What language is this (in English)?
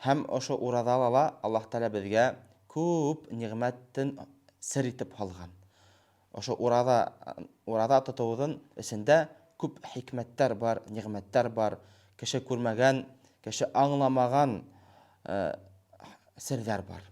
Bashkir